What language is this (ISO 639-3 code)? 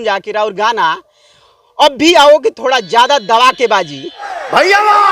bho